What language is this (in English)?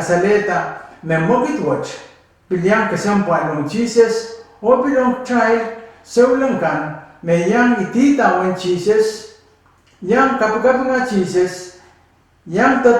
Pohnpeian